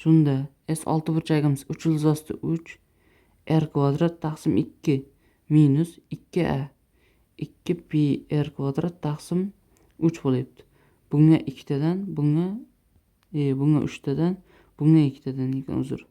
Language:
Uzbek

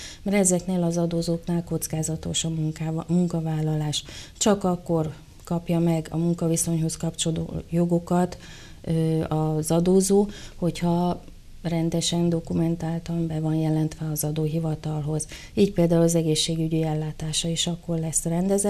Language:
Hungarian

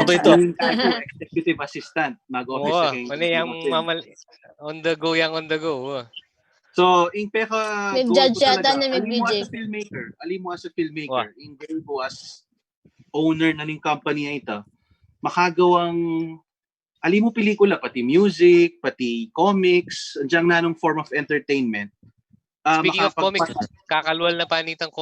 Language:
Pampanga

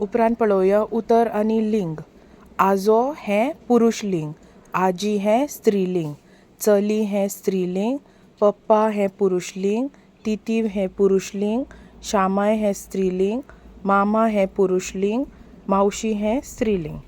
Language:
Konkani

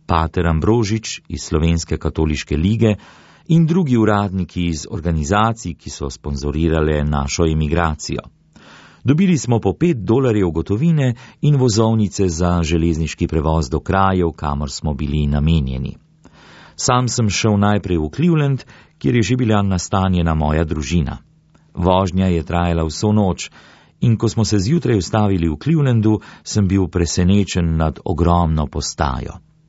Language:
Slovenian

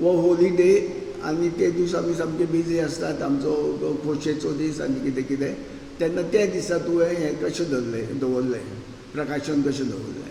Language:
Konkani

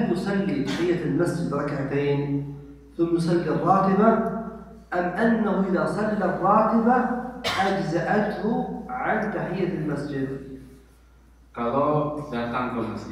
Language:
Indonesian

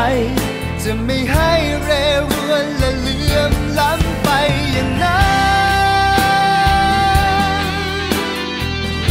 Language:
Thai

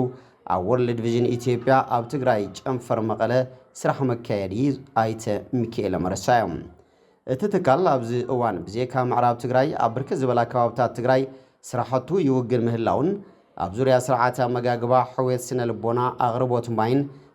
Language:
Tigrinya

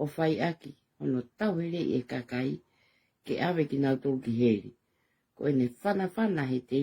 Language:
Tongan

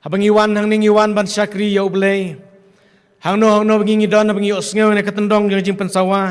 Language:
Khasi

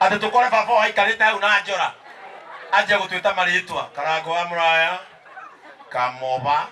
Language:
Kikuyu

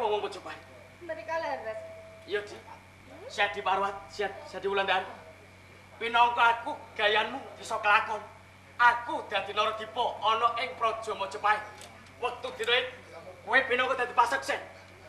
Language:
Javanese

